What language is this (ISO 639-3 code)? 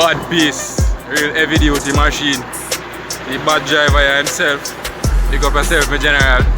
jam